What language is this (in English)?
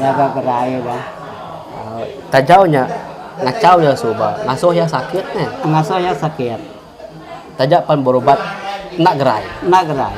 Iban